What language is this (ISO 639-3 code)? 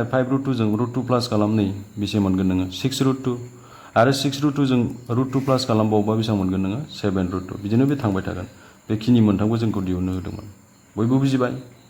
brx